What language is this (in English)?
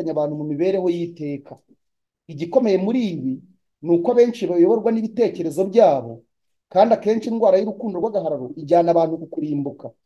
Kinyarwanda